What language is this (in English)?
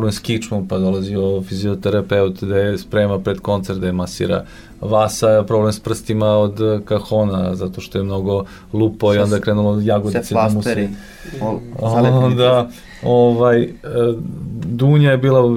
Serbian